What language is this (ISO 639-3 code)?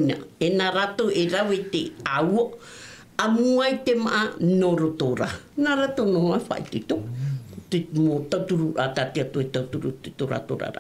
tah